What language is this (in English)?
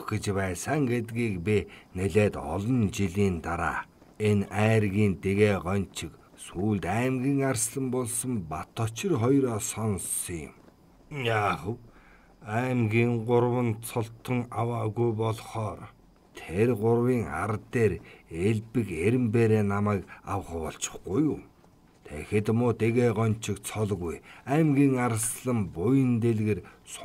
Mongolian